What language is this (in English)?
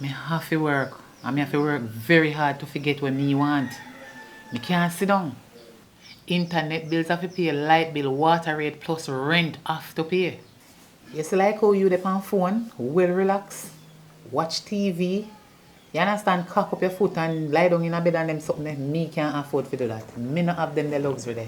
Jamaican Creole English